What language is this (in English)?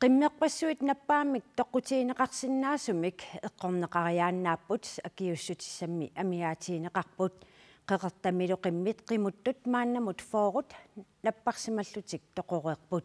Kalaallisut